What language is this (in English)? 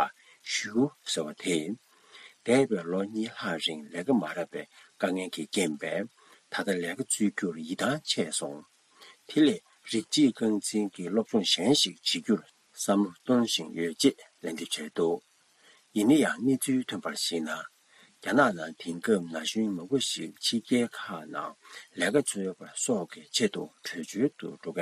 Tibetan